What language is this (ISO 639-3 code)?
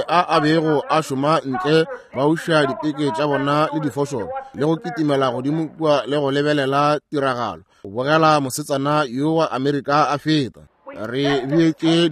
nso